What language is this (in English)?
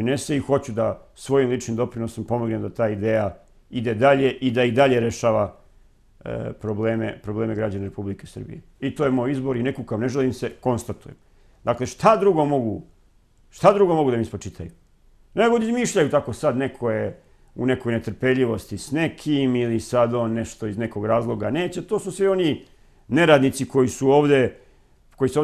Serbian